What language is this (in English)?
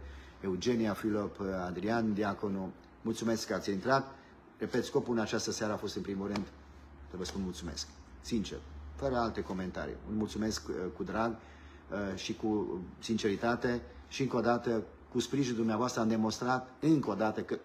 Romanian